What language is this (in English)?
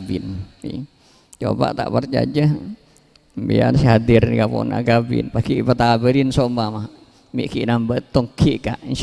Madurese